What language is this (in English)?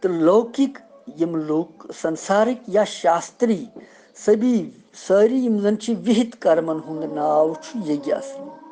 Kashmiri